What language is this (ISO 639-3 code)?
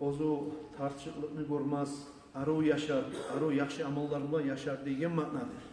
kum